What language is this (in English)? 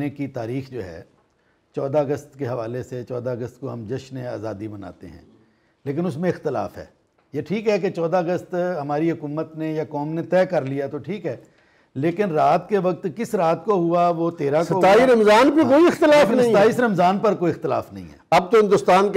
Urdu